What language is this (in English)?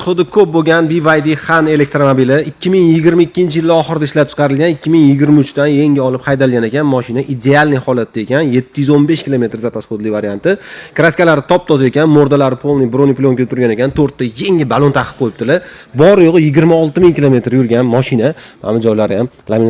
Uzbek